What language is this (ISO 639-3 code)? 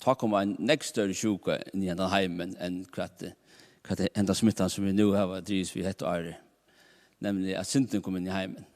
fao